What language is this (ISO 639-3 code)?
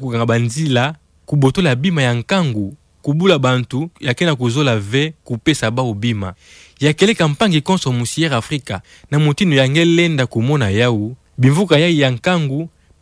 ktu